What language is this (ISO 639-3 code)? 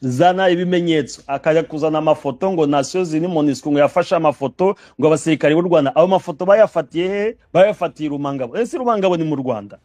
kin